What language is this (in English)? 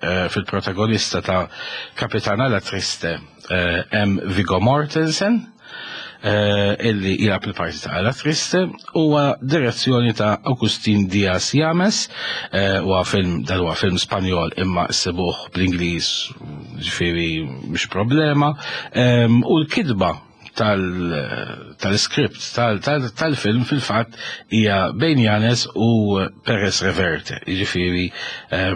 Maltese